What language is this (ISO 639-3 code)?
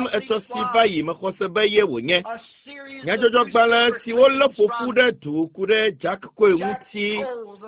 ewe